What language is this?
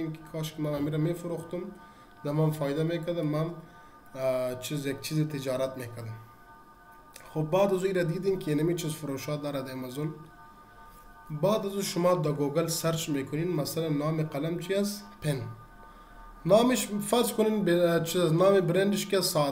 Persian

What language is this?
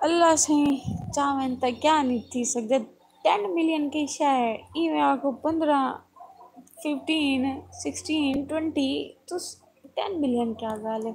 Saraiki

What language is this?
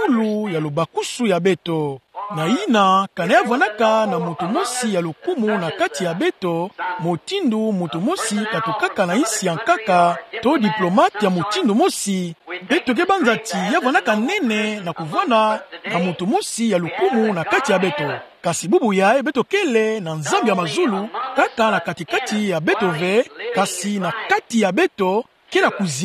Kituba (Democratic Republic of Congo)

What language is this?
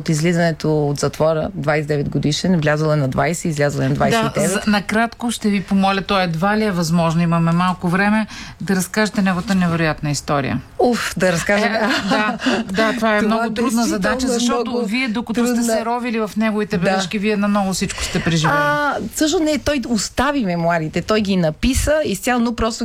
Bulgarian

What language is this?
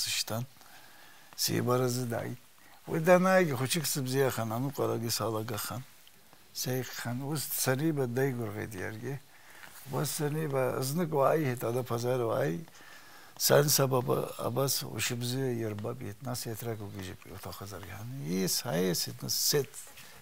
Abkhazian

